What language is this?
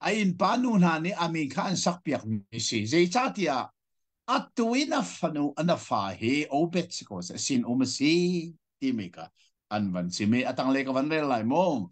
Hakha Chin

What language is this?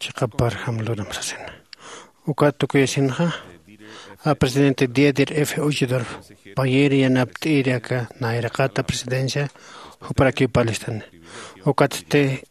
Aymara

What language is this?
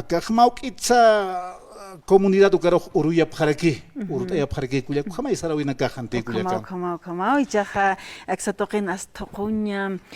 Aymara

